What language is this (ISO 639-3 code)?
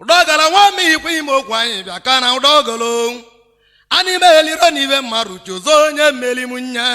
ibo